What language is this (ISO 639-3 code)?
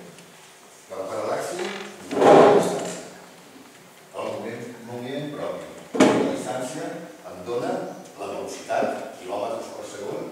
cat